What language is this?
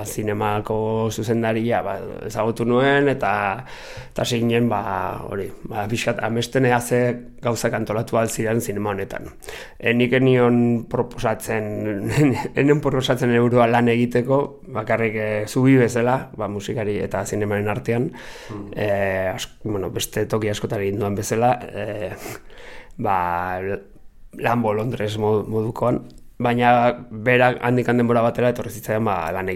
Basque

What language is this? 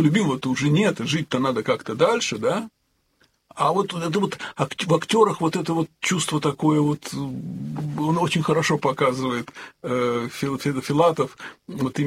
Russian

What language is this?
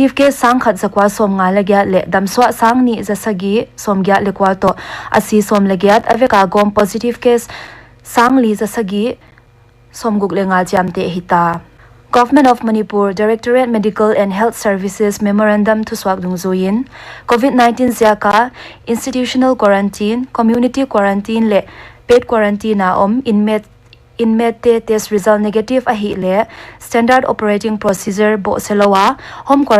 Paite Chin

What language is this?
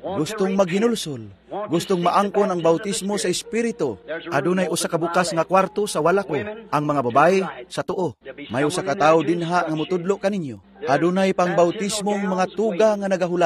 Cebuano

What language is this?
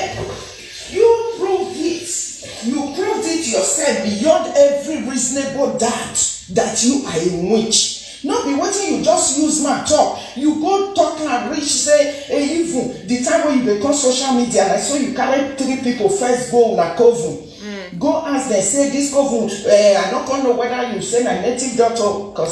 Nigerian Pidgin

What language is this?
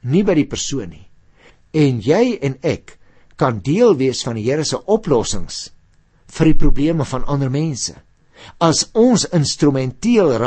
Afrikaans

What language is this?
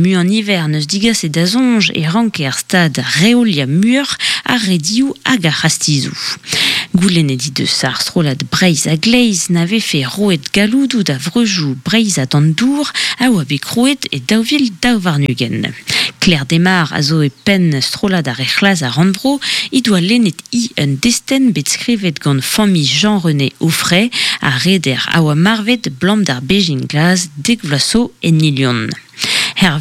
Breton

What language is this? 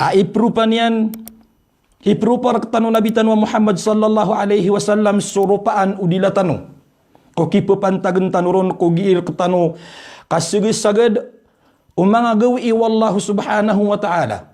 Maranao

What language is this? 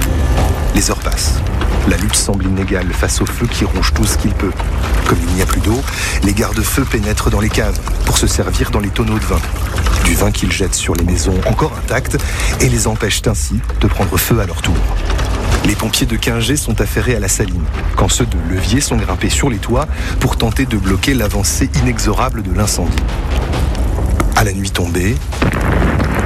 French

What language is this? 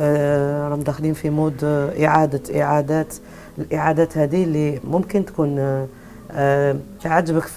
Algerian Arabic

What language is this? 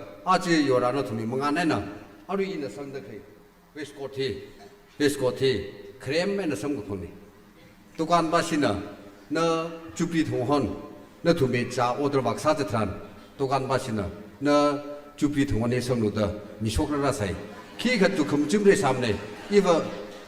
Tangkhul Naga (India)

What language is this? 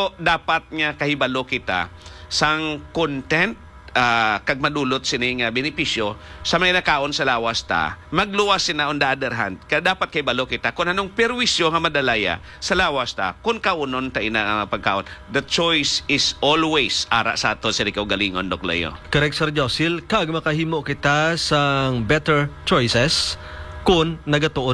Hiligaynon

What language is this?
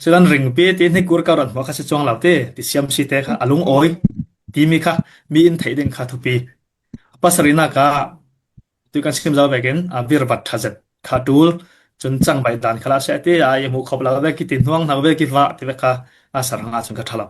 Falam Chin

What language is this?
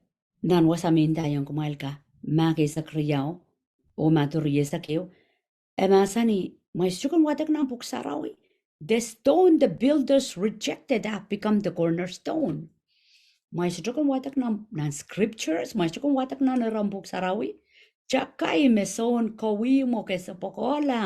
Pohnpeian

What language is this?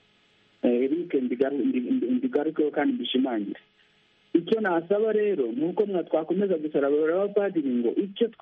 Kinyarwanda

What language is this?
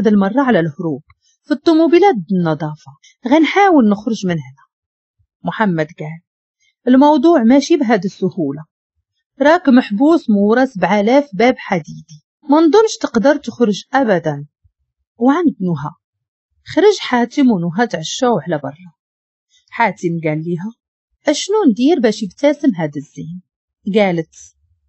Moroccan Arabic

